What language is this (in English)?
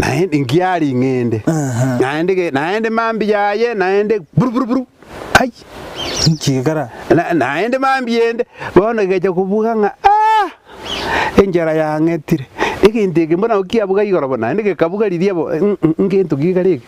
Gusii